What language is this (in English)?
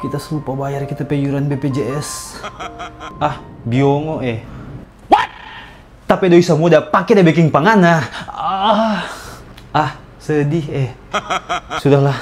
Manado Malay